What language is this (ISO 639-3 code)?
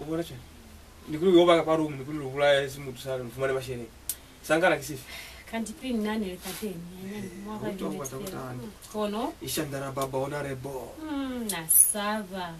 loz